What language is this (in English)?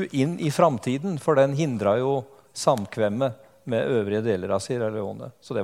Norwegian